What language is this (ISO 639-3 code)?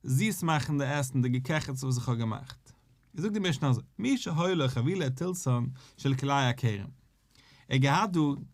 yid